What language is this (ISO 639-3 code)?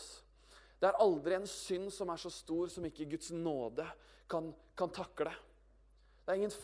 nor